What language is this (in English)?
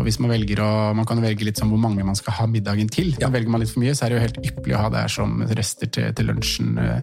Norwegian